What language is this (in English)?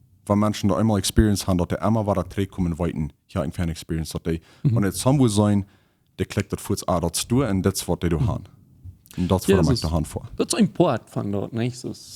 Plautdietsch